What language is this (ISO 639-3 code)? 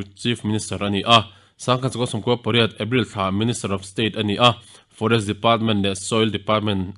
lus